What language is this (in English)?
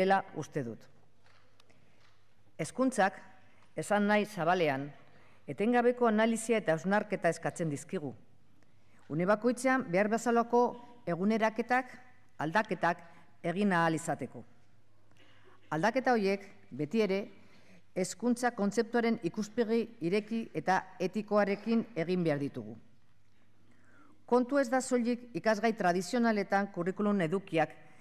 Basque